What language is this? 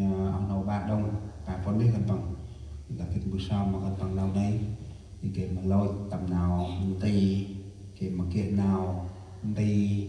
Central Mnong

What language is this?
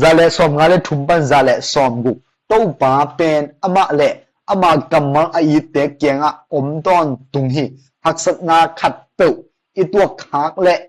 Tedim Chin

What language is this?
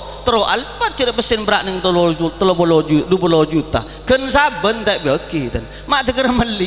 Madurese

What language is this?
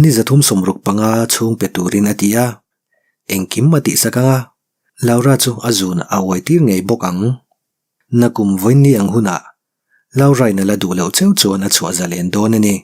Mizo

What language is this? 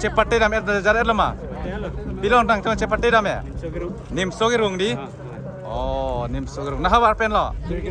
Karbi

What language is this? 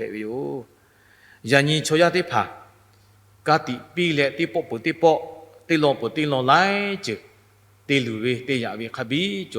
Lahu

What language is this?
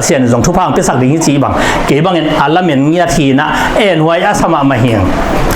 Tedim Chin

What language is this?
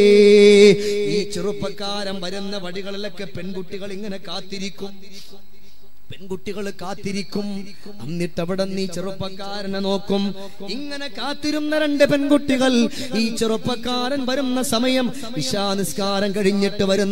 Malayalam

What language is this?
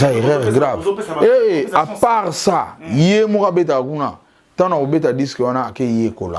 Lingala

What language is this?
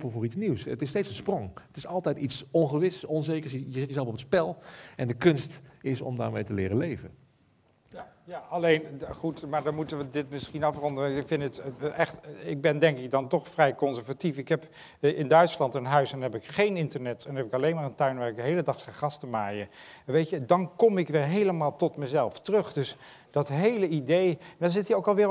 Dutch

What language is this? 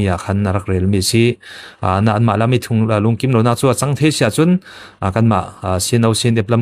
Falam Chin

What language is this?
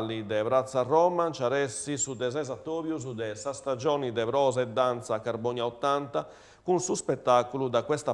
Sardinian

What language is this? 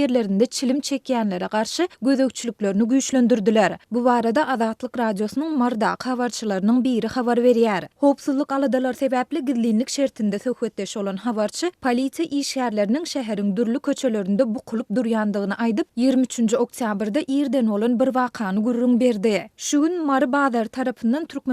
Turkmen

